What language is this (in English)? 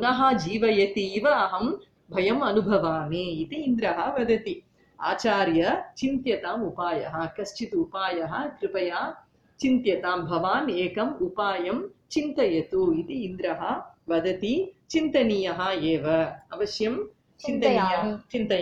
Sanskrit